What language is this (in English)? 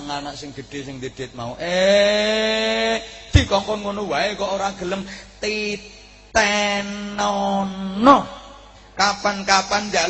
Javanese